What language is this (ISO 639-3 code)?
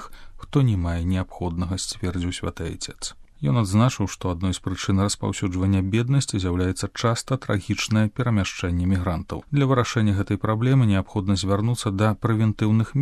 bel